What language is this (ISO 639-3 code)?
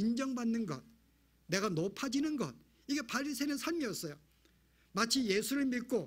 kor